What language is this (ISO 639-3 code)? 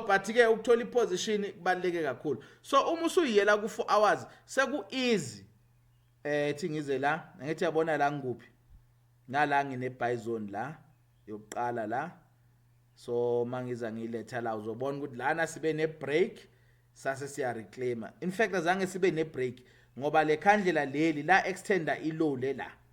zul